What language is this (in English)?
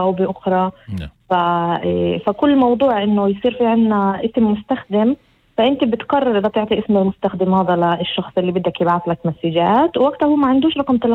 North Levantine Arabic